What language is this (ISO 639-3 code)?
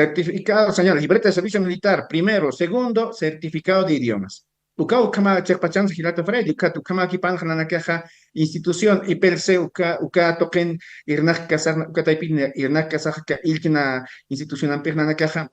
aym